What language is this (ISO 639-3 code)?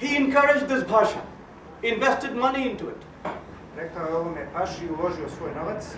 bos